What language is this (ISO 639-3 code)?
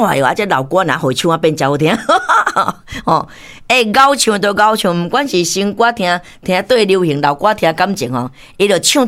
nan